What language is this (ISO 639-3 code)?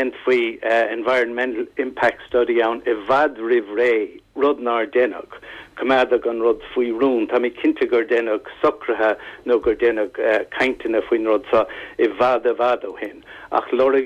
gle